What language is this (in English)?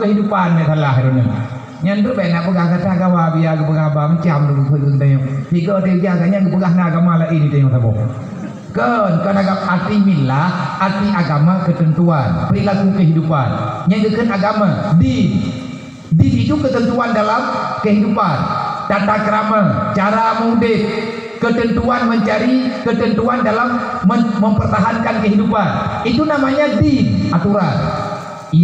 Achinese